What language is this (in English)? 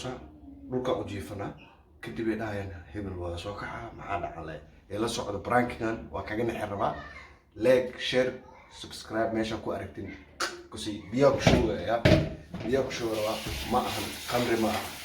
Somali